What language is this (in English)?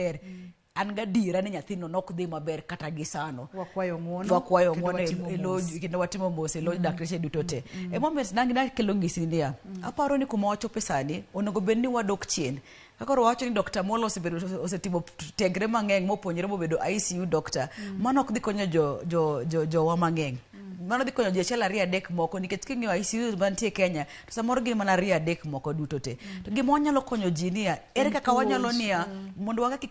Luo (Kenya and Tanzania)